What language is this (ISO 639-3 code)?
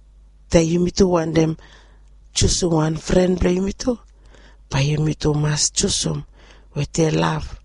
bis